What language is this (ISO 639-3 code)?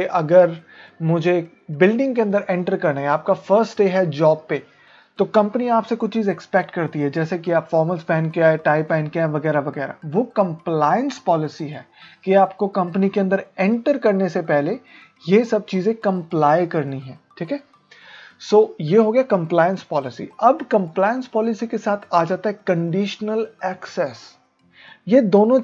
hin